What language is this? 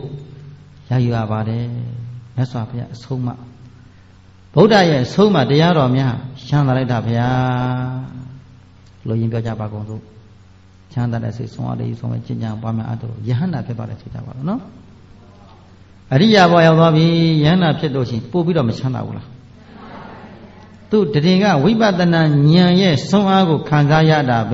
Burmese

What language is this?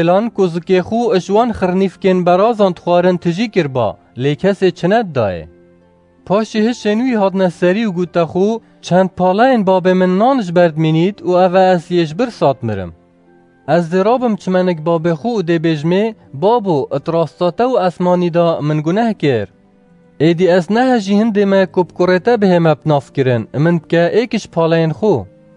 Kurdish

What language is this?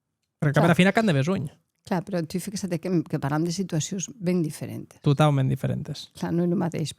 Occitan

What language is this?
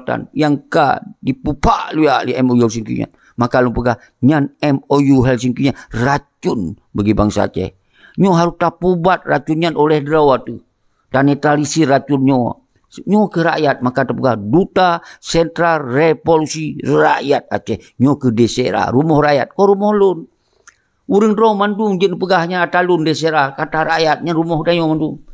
Achinese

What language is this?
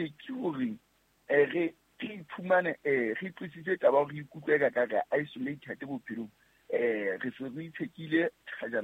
Southern Sotho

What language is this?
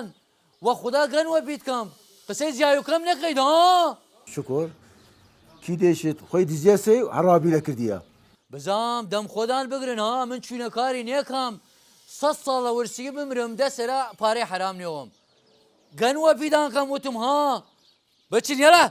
Southern Kurdish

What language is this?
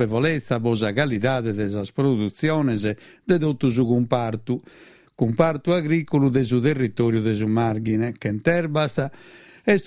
Sardinian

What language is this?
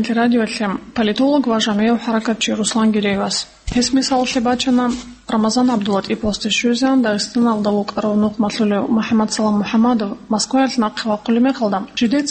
Avaric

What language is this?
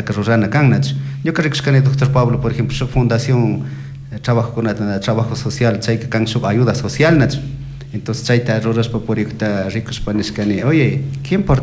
Chimborazo Highland Quichua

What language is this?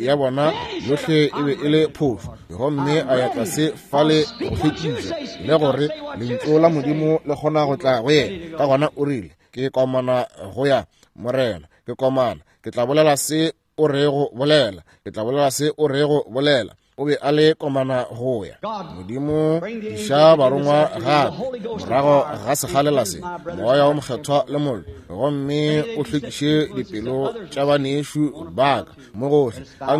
Northern Sotho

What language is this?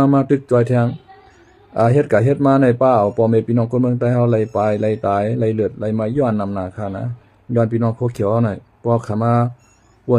Shan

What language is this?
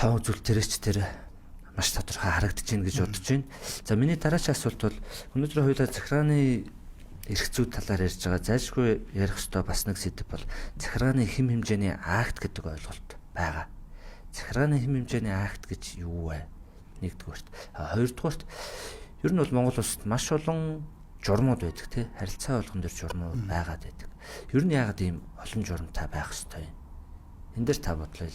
Mongolian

